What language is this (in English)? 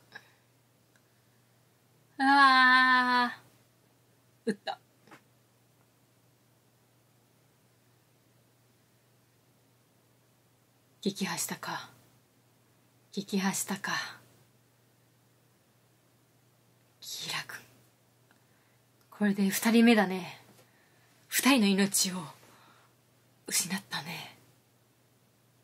Japanese